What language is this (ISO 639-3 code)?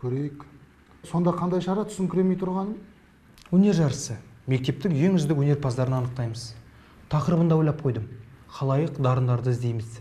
kaz